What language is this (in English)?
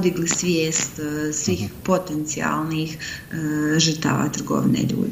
Bosnian